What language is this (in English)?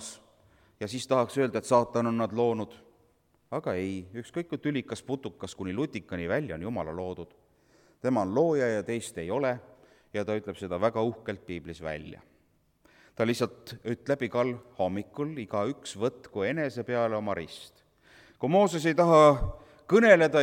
Estonian